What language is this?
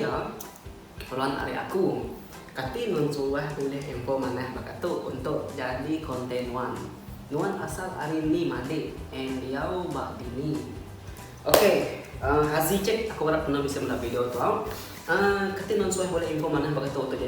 Iban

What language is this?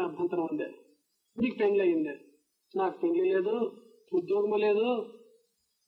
Telugu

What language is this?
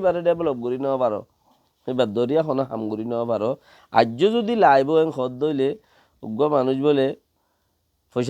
Rohingya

